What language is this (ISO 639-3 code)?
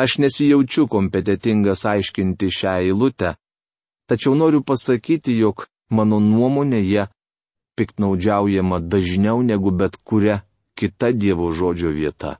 lit